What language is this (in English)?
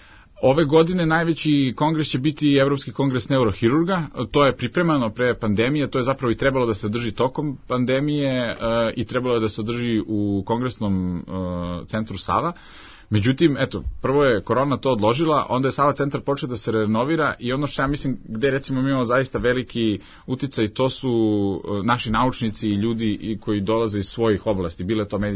Serbian